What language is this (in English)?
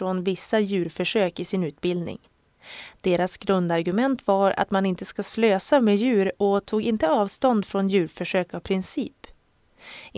Swedish